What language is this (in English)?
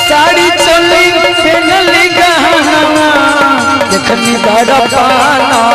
Maithili